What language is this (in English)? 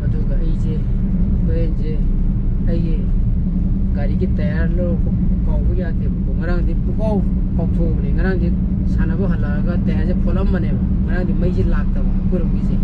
Manipuri